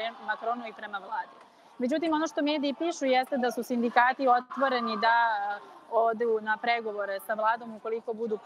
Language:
Serbian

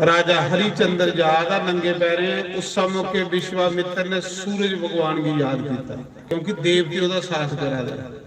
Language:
Dogri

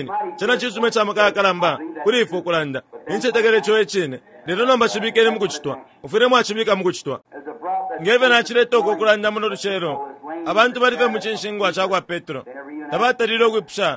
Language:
Bemba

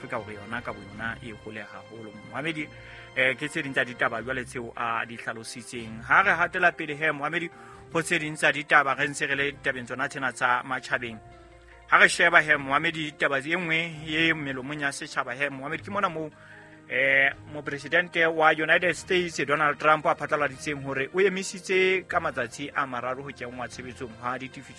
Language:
Southern Sotho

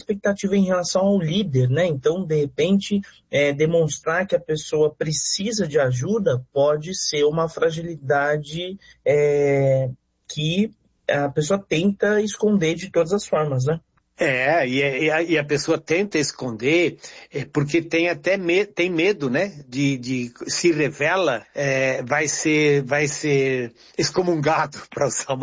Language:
Portuguese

